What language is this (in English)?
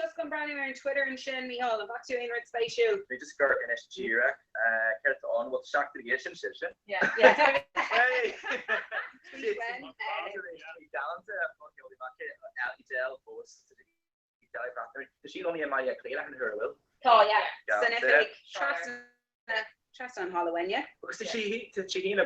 Irish